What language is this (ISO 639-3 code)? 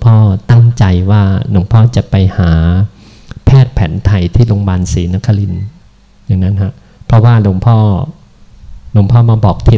tha